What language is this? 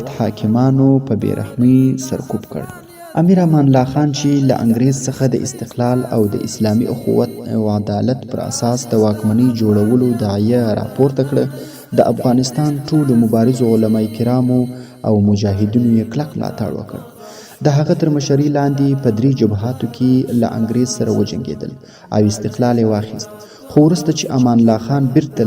Pashto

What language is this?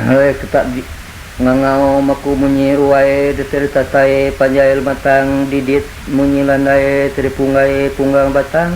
Iban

